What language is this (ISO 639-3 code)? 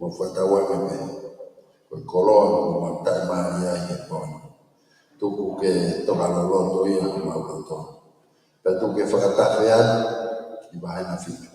ton